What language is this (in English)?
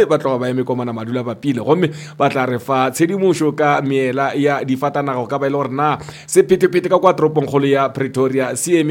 Northern Sotho